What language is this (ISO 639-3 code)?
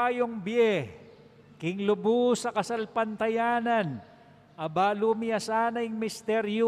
pam